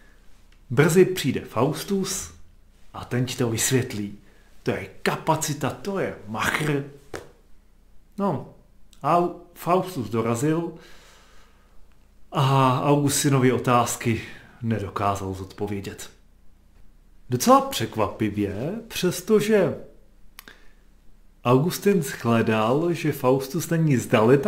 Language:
Czech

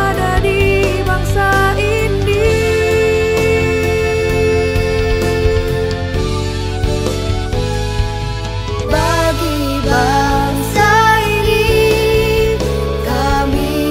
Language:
Indonesian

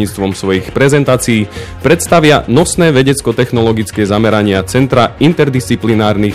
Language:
Slovak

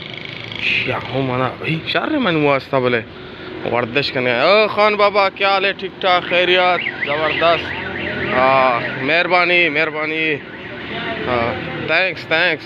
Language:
Baluchi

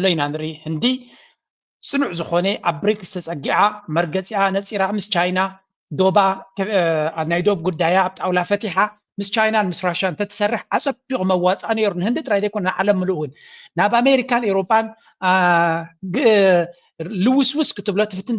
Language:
Tigrinya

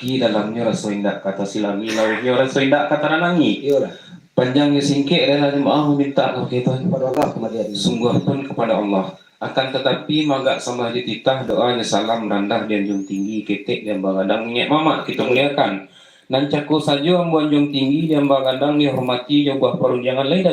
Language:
Minangkabau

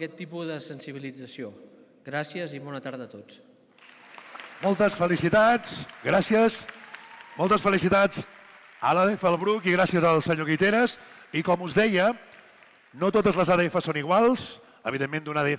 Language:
Catalan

